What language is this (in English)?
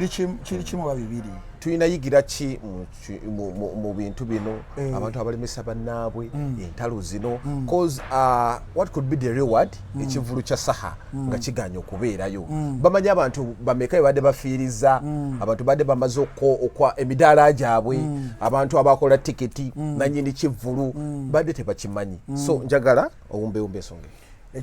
Ganda